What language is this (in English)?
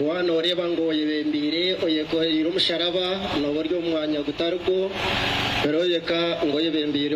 Nyankole